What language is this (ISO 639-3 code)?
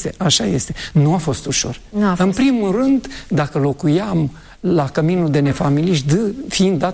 ron